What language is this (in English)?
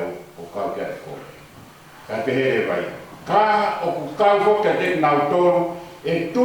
Tongan